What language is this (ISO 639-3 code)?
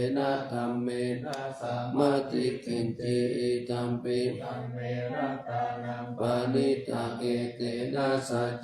pli